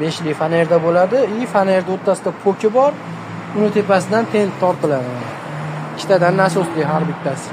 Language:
Uzbek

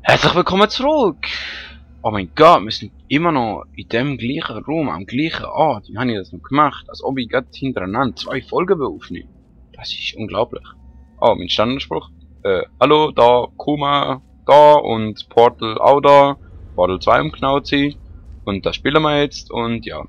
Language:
Swiss German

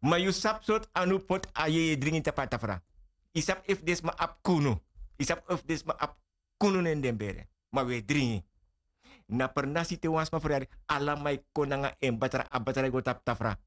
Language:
Sranan Tongo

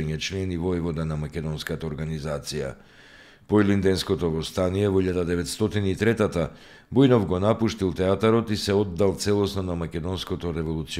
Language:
Macedonian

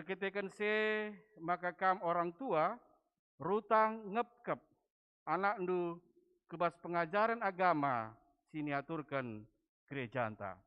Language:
Batak Karo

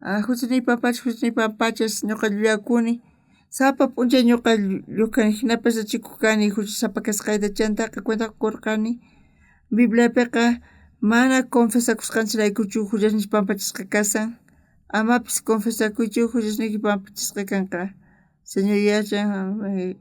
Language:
South Bolivian Quechua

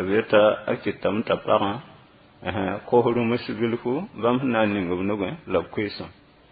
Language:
Mossi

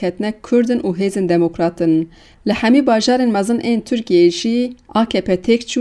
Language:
Kurdish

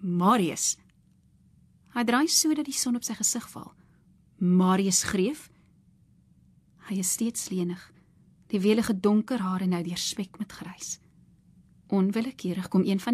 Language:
Afrikaans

